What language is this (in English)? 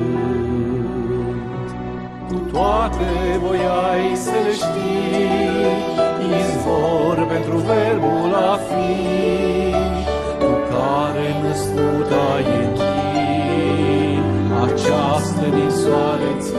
Romanian